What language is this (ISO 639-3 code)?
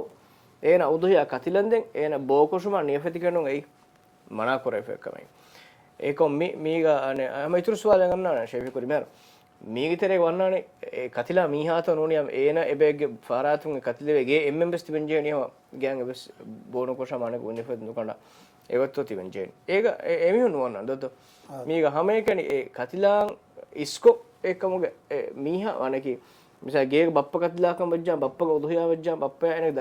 div